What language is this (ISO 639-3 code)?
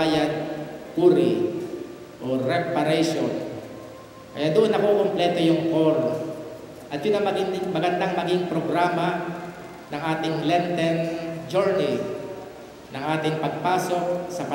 fil